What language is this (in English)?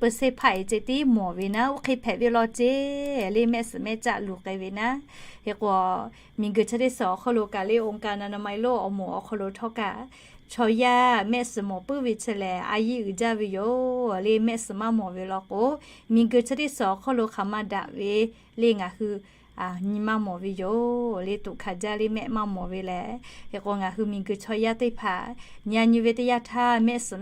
Lahu